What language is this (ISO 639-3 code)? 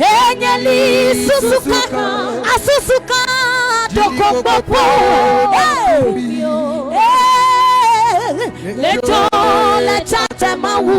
ada